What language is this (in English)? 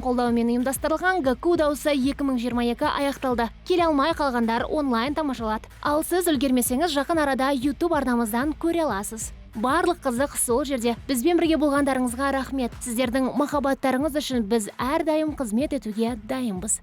Kazakh